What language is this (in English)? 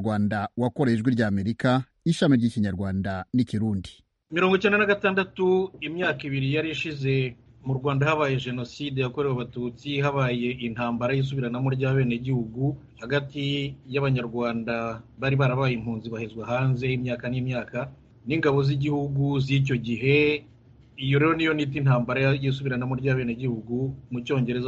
Kinyarwanda